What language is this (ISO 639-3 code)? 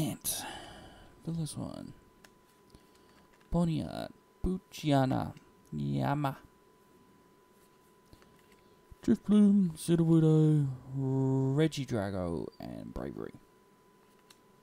eng